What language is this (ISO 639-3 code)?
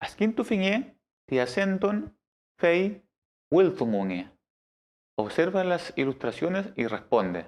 arn